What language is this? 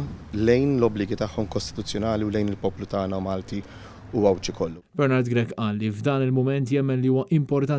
Maltese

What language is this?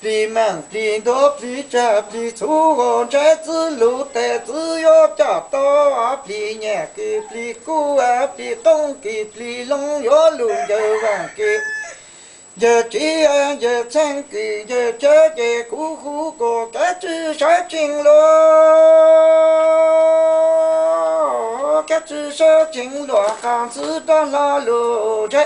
Hmong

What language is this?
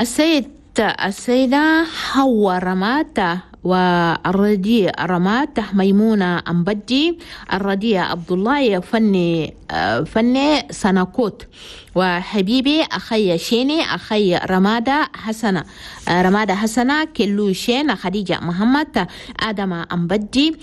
Chadian Arabic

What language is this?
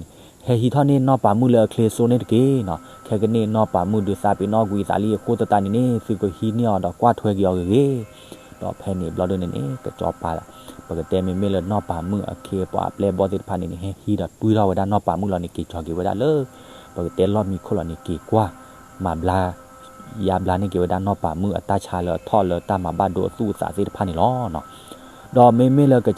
S'gaw Karen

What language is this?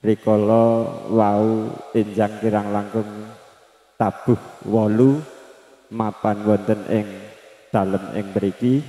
Javanese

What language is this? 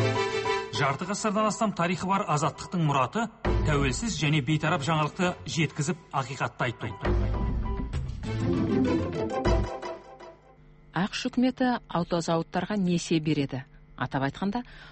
Kazakh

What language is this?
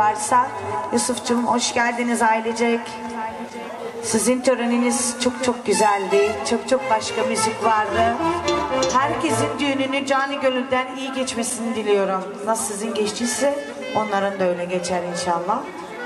Turkish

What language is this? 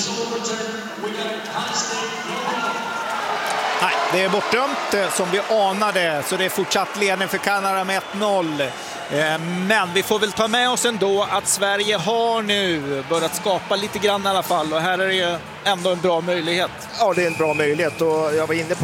Swedish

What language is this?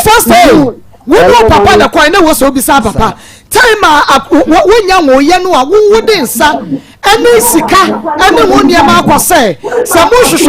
Akan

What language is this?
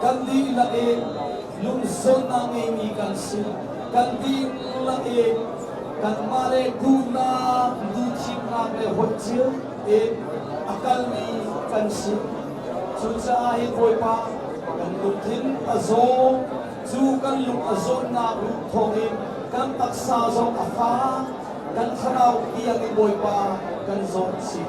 Hakha Chin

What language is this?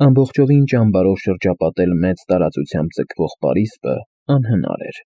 Armenian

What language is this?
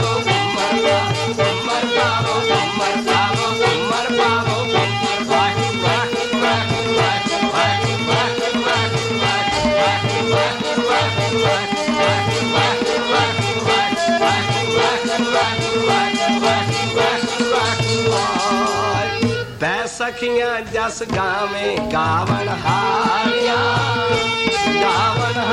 Punjabi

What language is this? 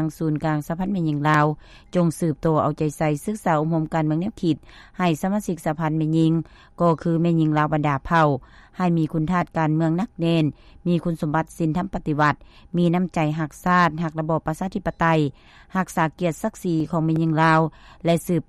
Lao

